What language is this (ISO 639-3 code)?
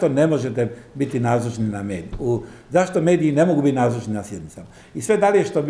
hrv